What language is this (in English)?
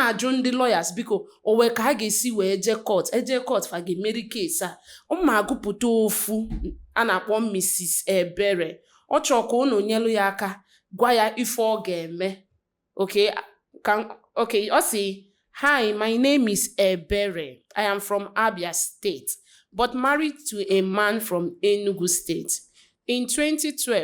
Igbo